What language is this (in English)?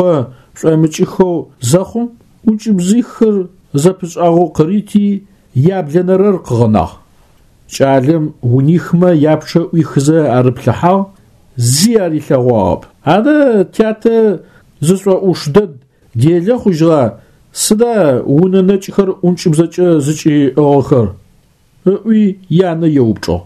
Adyghe